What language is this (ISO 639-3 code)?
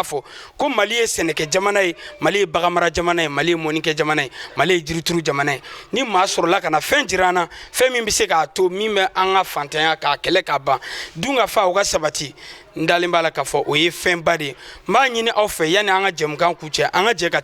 bam